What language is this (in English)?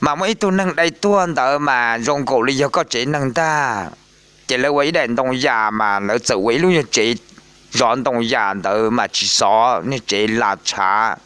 Hmong